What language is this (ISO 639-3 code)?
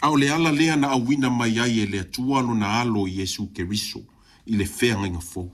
smo